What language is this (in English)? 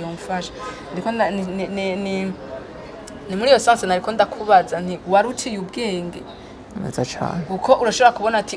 Rundi